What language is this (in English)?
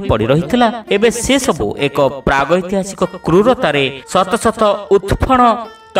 Odia